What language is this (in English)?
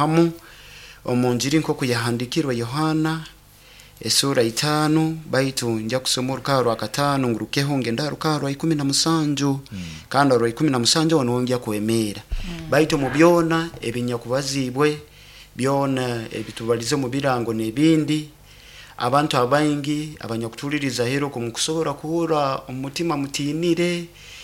Nyoro